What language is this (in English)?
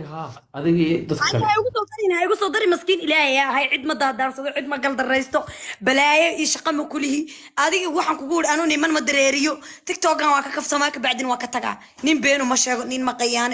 Somali